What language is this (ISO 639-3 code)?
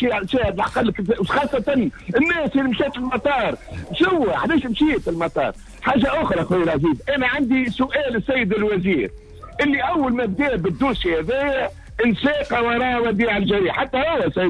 aeb